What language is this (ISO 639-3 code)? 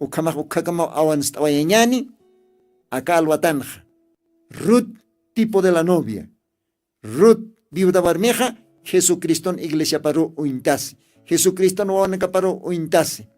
aym